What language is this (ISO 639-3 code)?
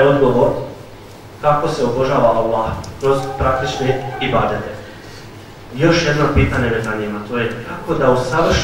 bos